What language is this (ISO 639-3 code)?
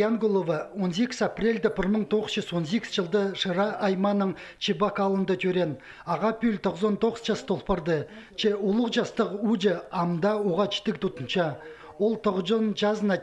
kjh